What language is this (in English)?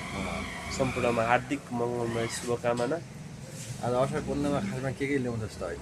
Nepali